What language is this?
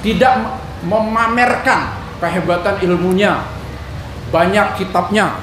Banjar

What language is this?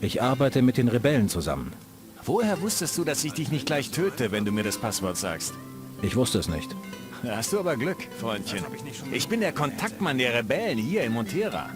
Bavarian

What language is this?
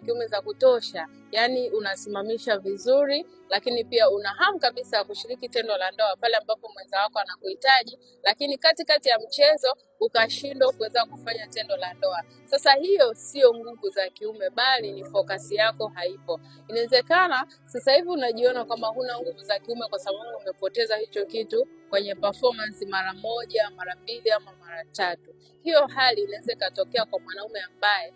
Swahili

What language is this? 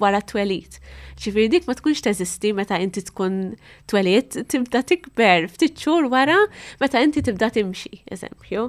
Maltese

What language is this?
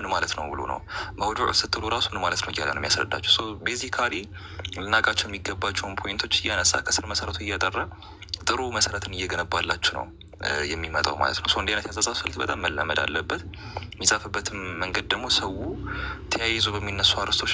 Amharic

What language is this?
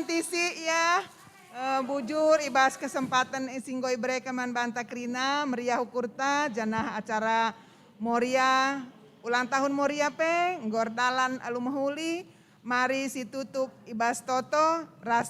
Batak Karo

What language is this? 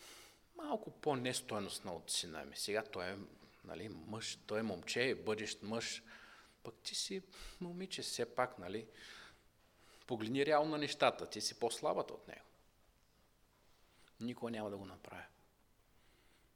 Bulgarian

